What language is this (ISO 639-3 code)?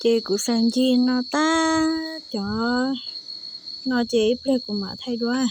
hmn